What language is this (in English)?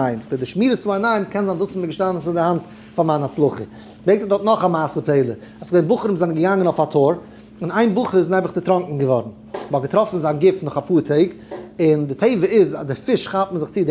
Yiddish